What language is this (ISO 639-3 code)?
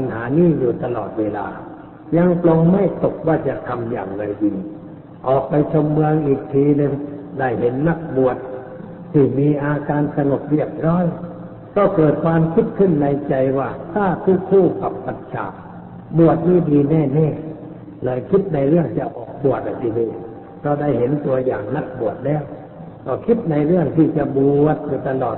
tha